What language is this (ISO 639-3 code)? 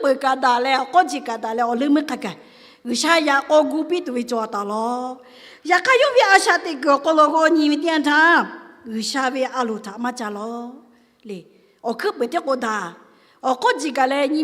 lhu